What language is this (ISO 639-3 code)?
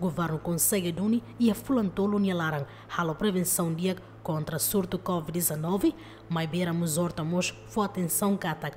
tet